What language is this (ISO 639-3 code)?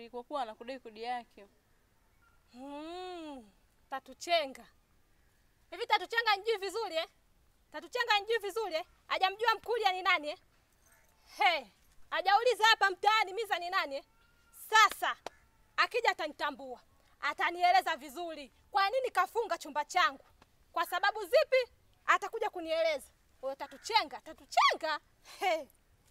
swa